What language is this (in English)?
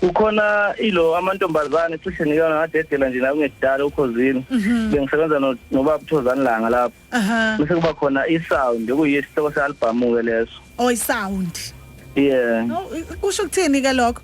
Zulu